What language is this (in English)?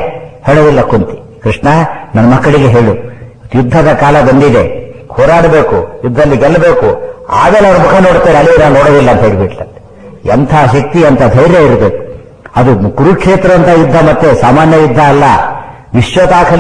Kannada